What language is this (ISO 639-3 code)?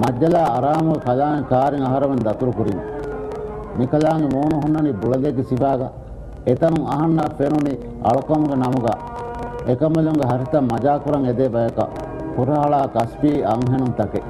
div